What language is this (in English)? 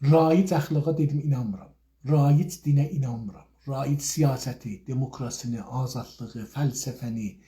South Azerbaijani